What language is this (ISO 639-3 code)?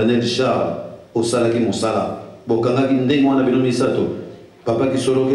lin